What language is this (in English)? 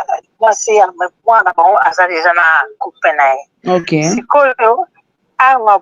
Lingala